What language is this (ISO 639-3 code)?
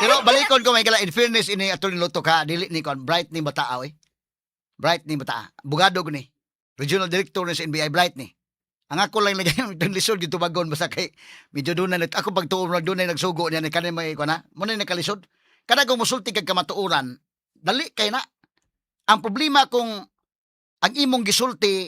ceb